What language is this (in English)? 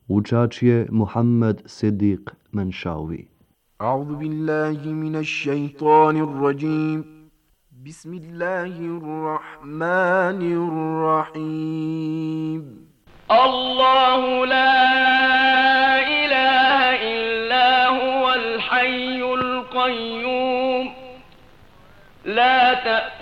Bosnian